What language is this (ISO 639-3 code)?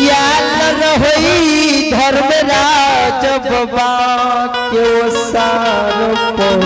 mai